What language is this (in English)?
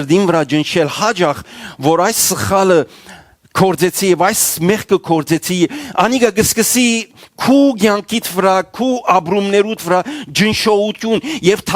Western Armenian